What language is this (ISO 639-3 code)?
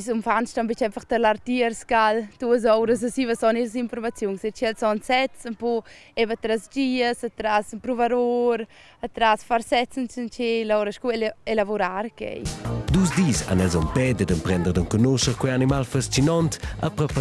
roh